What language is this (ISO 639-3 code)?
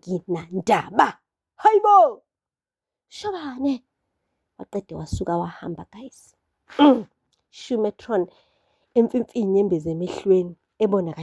zul